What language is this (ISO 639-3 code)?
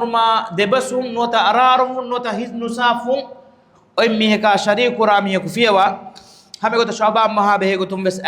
div